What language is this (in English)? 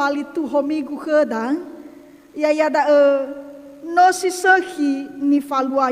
Nias